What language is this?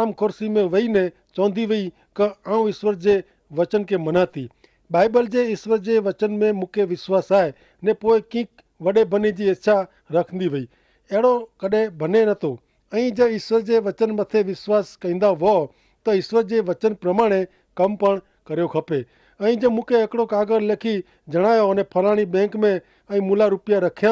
Kachhi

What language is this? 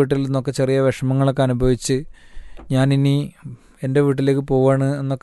Malayalam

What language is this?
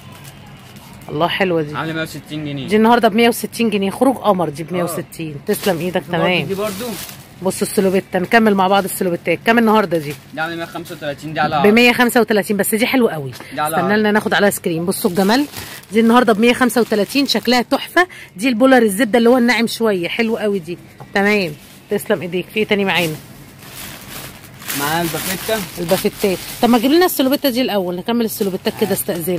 Egyptian Arabic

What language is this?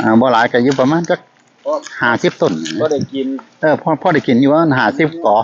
Northeastern Thai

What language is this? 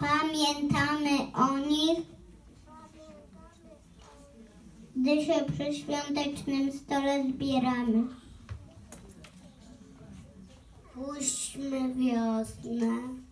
Polish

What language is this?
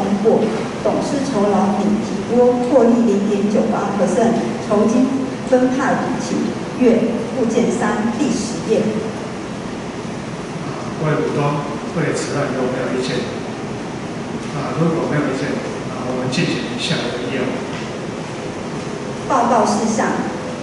Chinese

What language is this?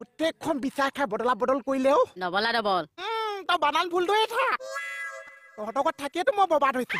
Assamese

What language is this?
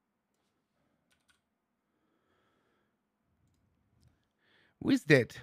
German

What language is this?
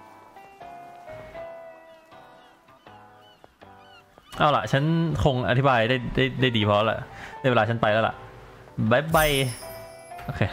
Thai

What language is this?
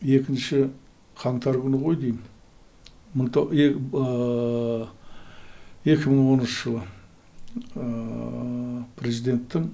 Kazakh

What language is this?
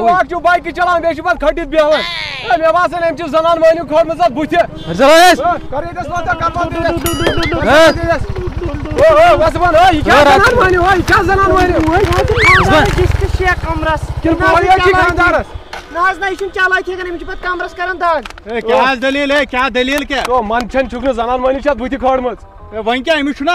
Kashmiri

